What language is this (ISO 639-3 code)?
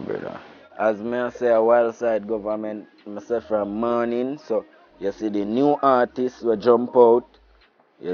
jam